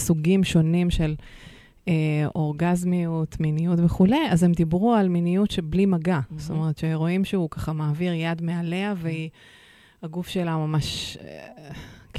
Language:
Hebrew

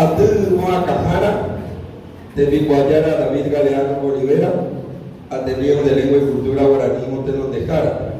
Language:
Guarani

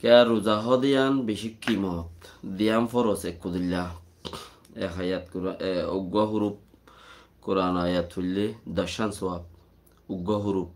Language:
Rohingya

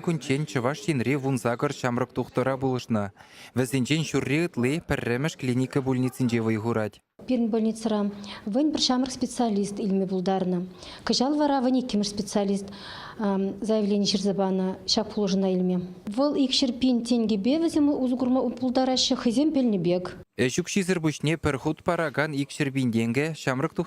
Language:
Chuvash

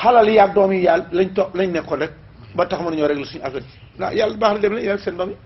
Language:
Wolof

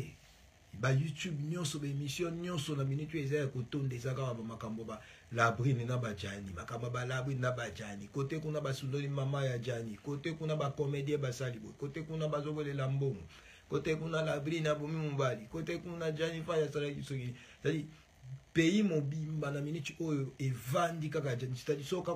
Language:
Lingala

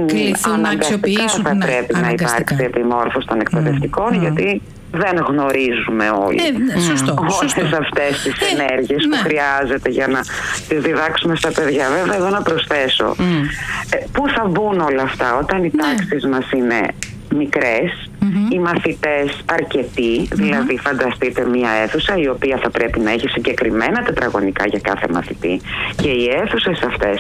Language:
Greek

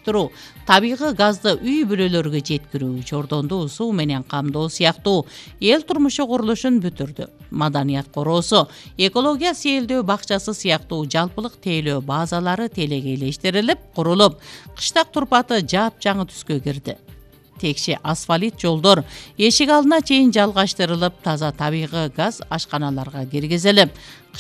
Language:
Kyrgyz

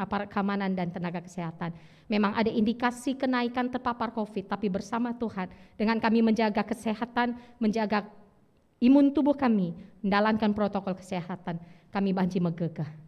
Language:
Batak Karo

